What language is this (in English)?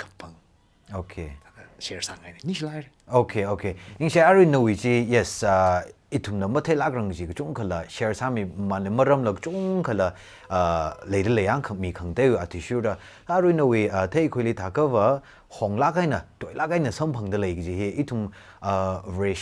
Tangkhul Naga (India)